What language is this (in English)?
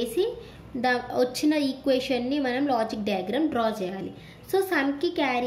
Telugu